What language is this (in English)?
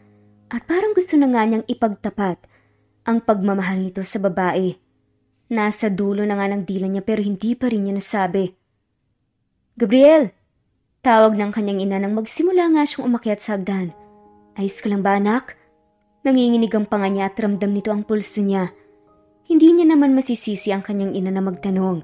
Filipino